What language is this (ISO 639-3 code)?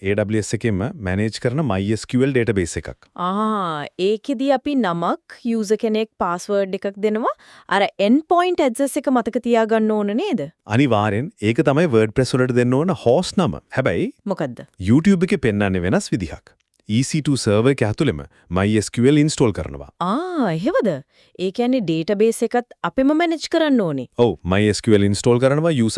sin